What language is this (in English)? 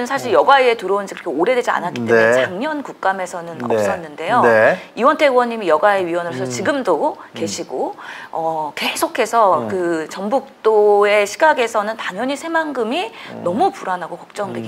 Korean